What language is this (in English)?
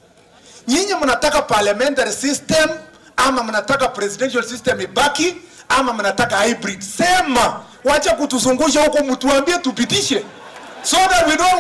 Swahili